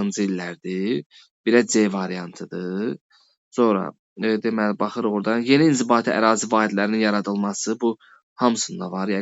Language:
Azerbaijani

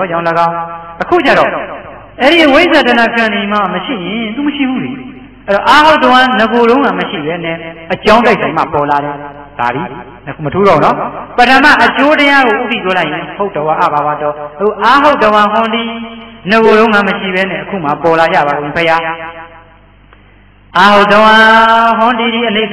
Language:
Burmese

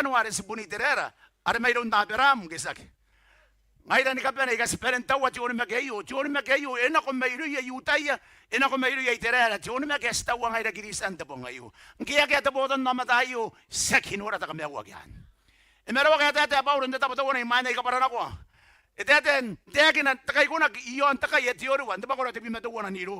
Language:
Gilbertese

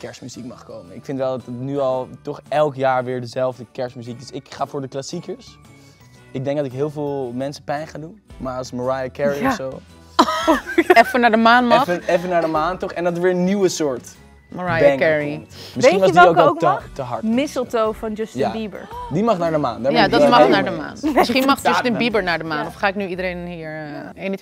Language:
Dutch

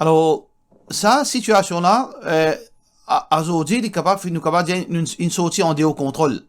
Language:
Morisyen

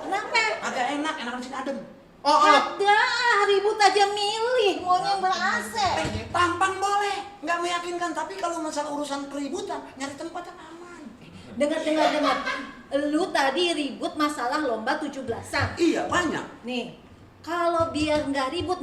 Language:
Betawi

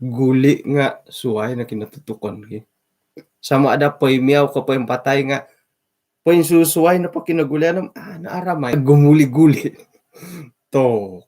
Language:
Central Dusun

